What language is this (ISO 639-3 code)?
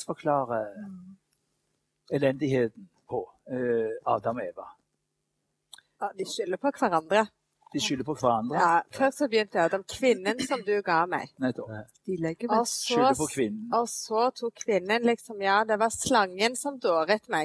nor